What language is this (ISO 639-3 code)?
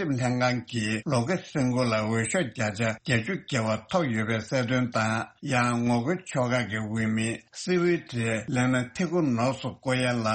bod